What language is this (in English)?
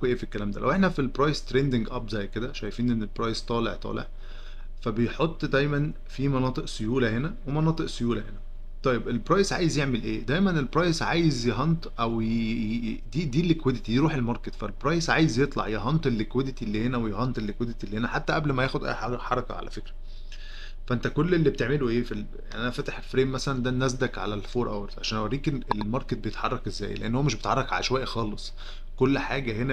Egyptian Arabic